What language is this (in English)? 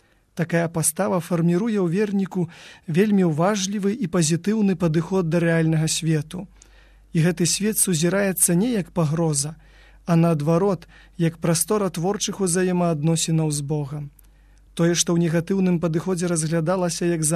Belarusian